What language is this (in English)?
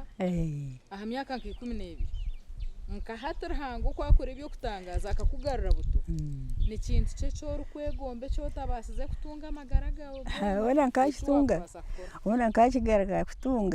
Nyankole